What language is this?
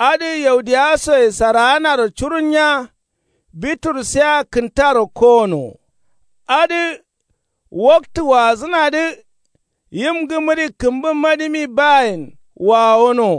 Kanuri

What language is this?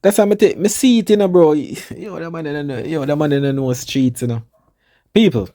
Jamaican Creole English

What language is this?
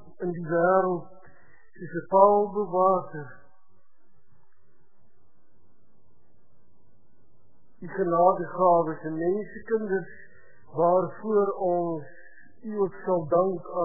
Afrikaans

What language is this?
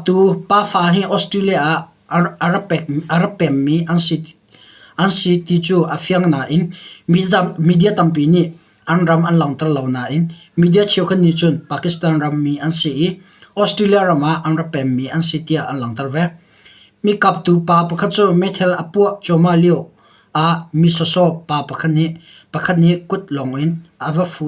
Hakha Chin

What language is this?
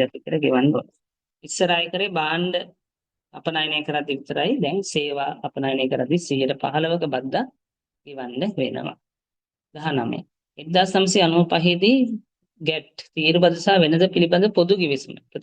Sinhala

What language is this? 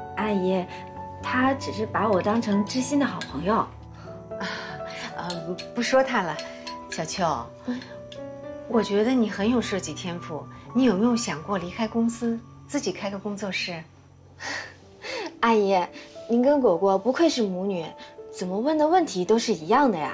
Chinese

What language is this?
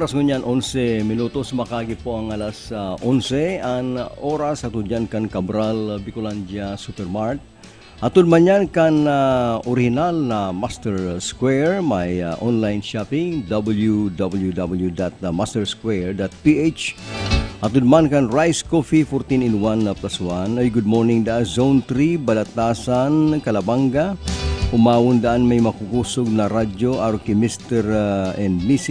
Bikol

